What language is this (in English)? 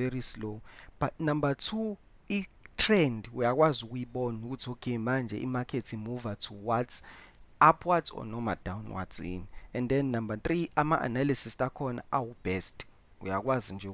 Zulu